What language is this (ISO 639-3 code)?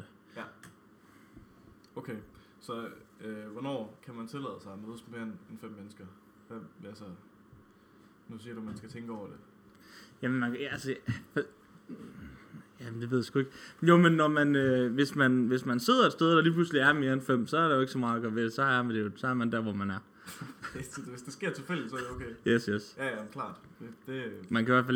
dan